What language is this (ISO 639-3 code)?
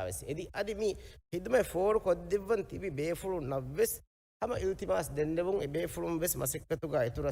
div